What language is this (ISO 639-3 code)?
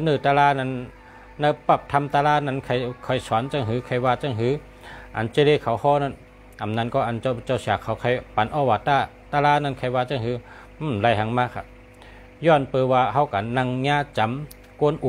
shn